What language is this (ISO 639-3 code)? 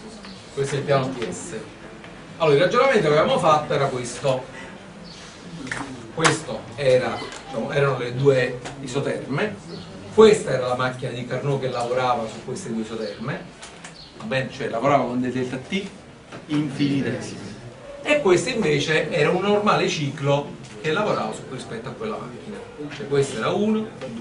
ita